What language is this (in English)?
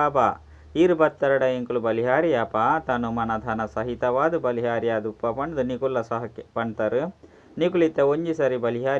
Tulu